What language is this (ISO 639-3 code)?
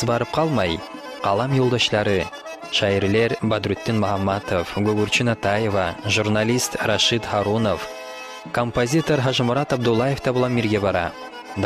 kum